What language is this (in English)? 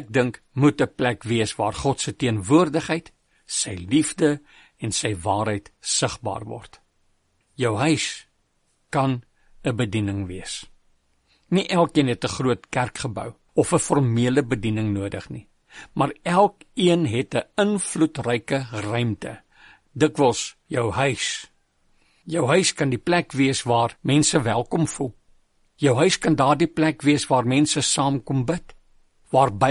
Afrikaans